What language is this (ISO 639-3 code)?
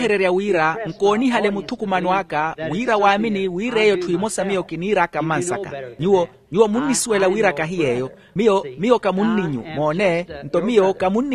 vmw